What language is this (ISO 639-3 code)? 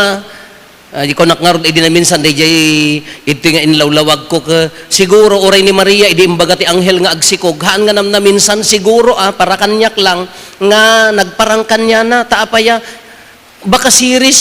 ilo